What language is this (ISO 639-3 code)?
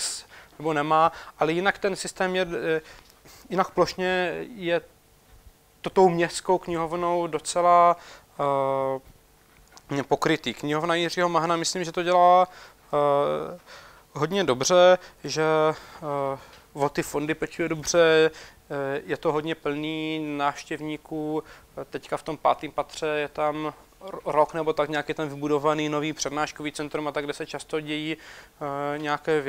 ces